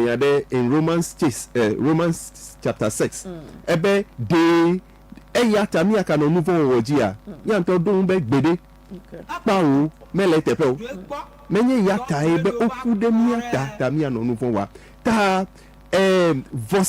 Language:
Ewe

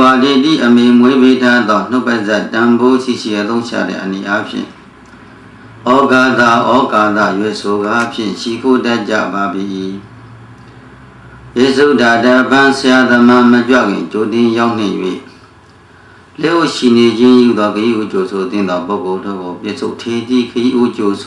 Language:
Burmese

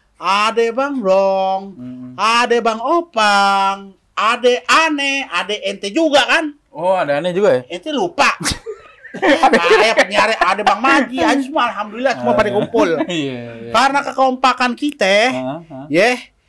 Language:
Betawi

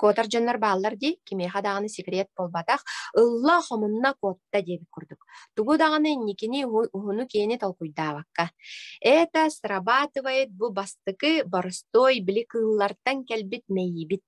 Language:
Yakut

